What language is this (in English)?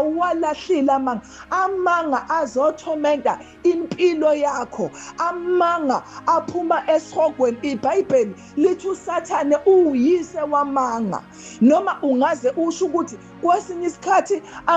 Zulu